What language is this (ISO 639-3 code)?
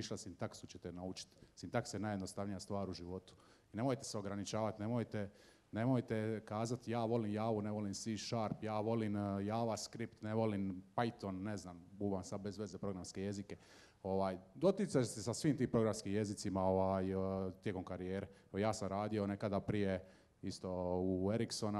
hrv